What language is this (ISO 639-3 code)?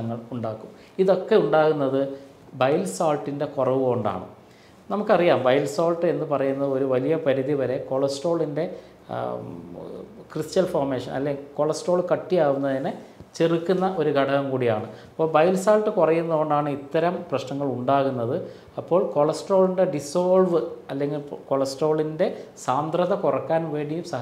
mal